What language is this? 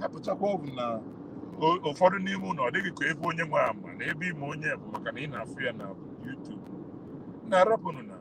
Igbo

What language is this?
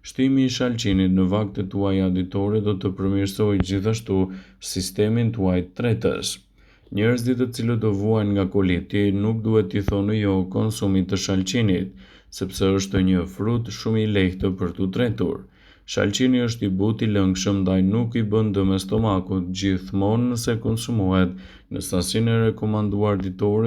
Albanian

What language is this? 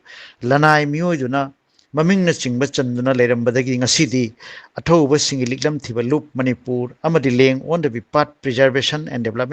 Manipuri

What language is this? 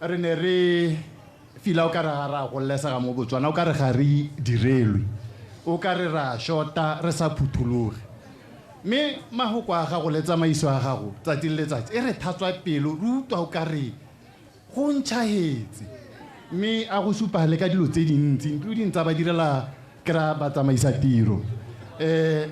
Tswana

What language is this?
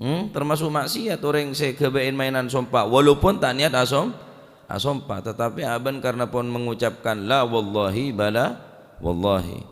Madurese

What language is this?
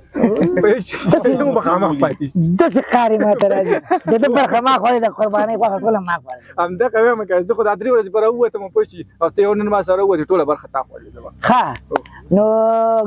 Pashto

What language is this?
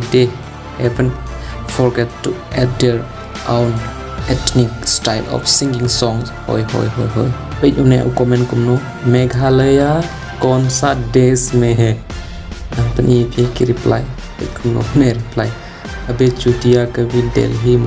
Khasi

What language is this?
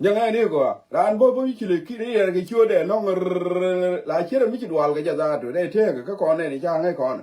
Nuer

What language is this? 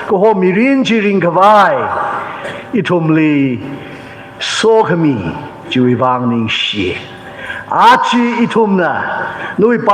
Tangkhul Naga (India)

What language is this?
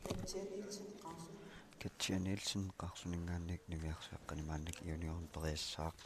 Kalaallisut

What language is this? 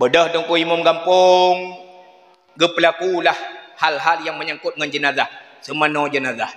Achinese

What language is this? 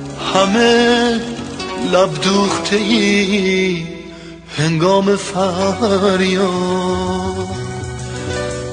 Persian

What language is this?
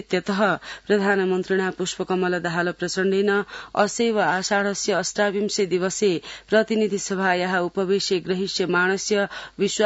Sanskrit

